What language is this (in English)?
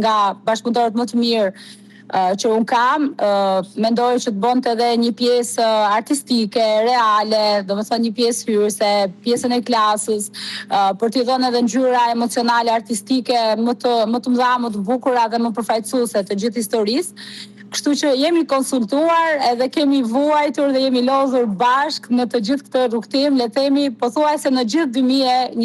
Albanian